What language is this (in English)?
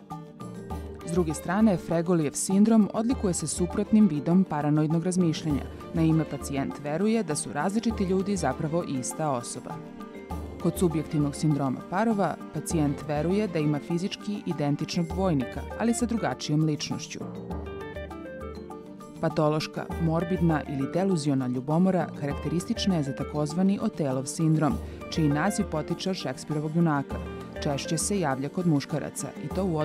Serbian